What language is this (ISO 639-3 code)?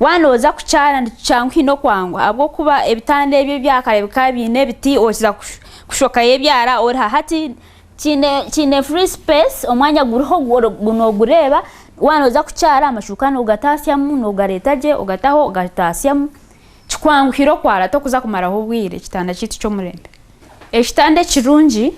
nyn